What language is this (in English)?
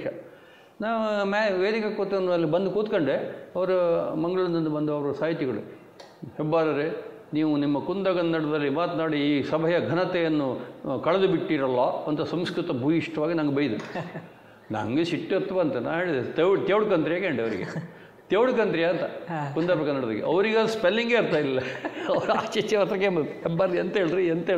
Kannada